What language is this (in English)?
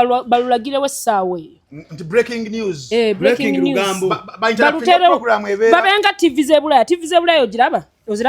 Ganda